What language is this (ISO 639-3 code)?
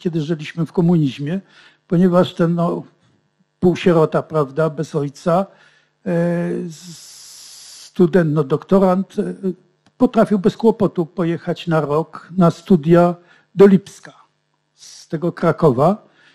pol